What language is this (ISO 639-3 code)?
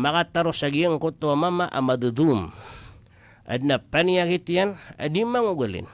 mrw